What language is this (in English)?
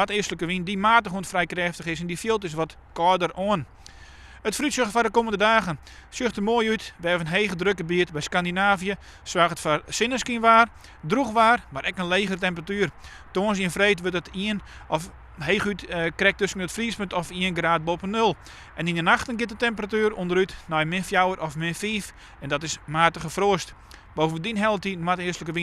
Western Frisian